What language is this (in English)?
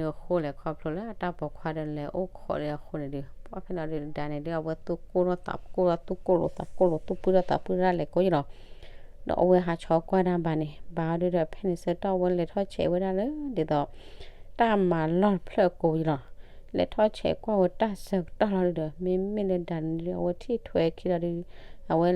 S'gaw Karen